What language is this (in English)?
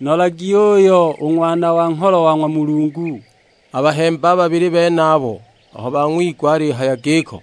Sukuma